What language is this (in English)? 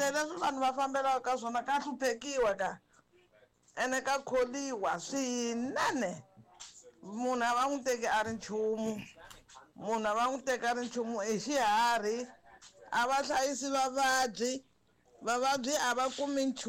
Tsonga